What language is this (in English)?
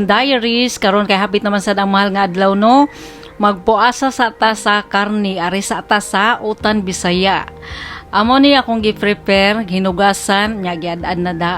Cebuano